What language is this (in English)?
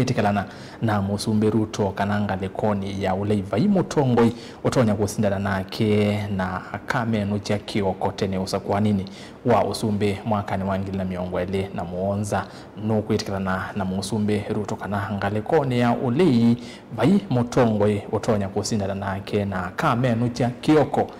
Kamba